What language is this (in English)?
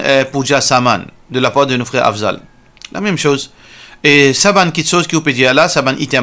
Morisyen